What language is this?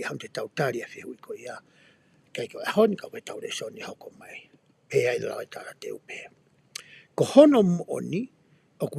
Tongan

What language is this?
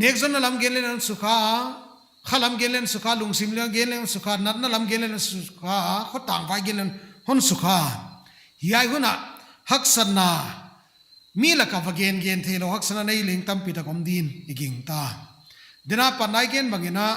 Paite Chin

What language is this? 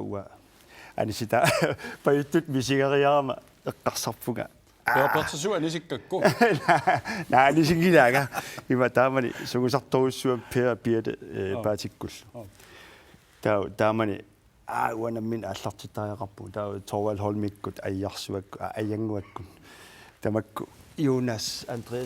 Kalaallisut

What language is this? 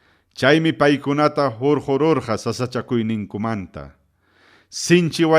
Ayacucho Quechua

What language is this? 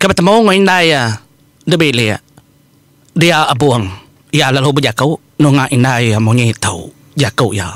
Iban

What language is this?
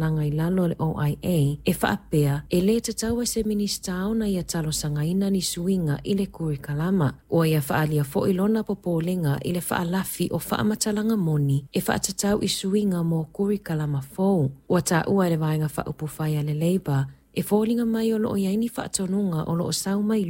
Samoan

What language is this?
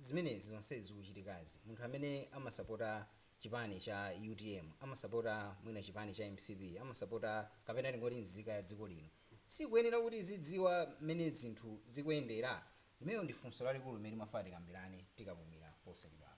Nyanja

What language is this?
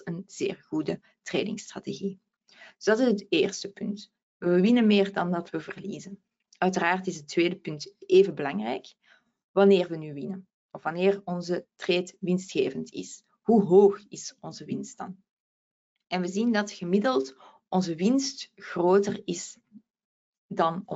Dutch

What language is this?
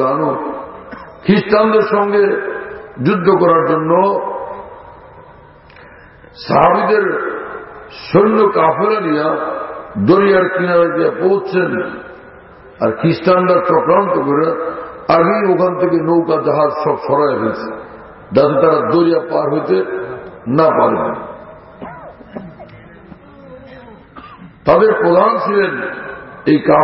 Bangla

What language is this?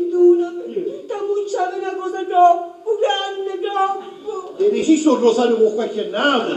Sicilian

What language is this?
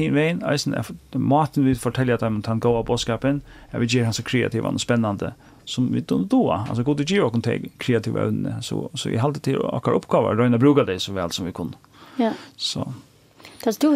Faroese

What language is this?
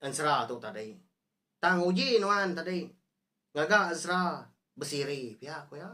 Iban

